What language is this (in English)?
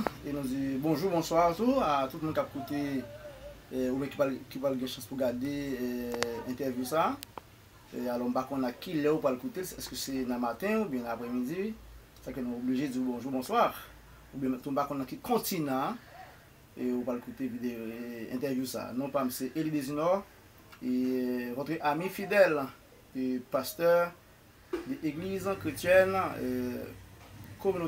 Haitian Creole